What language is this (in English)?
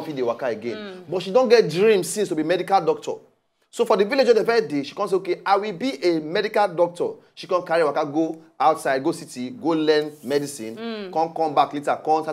Nigerian Pidgin